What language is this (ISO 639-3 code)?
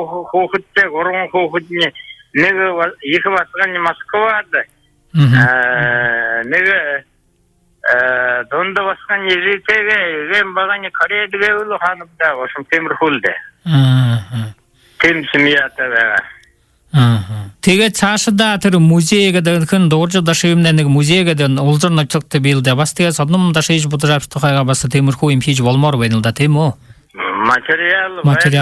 bua